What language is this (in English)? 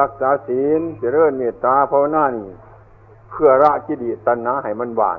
Northeastern Thai